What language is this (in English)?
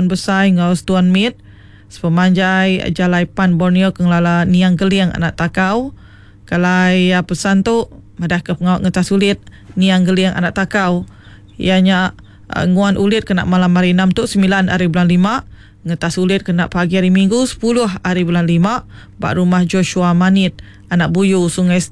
Iban